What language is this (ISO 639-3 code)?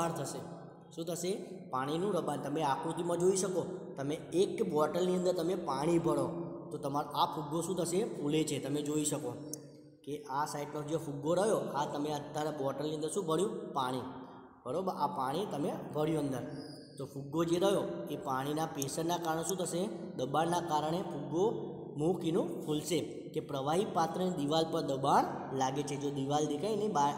guj